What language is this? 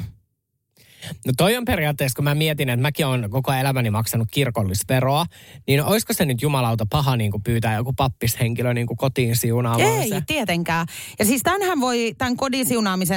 Finnish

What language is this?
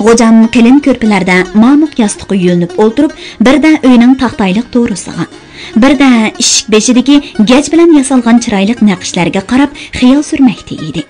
Uyghur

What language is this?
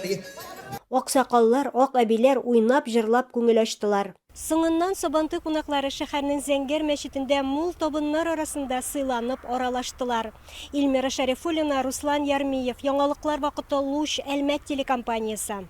Tatar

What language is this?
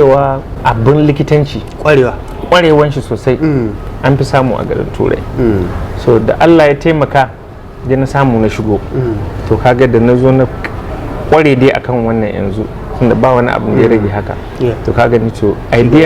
Hausa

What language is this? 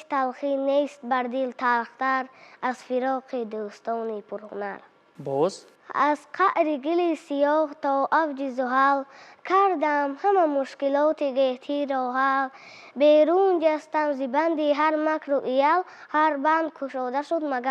Tajik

